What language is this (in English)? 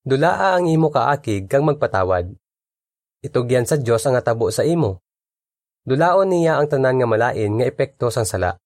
Hiligaynon